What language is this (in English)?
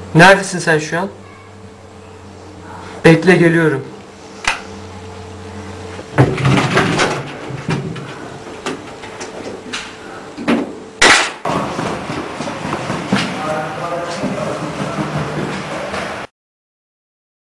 Turkish